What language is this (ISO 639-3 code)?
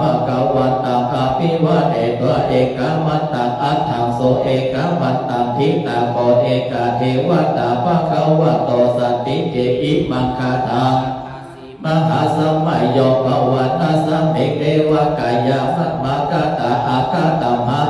pli